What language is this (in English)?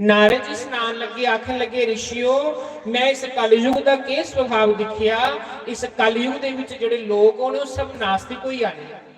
Dogri